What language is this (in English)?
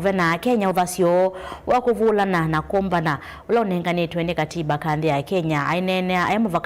Kamba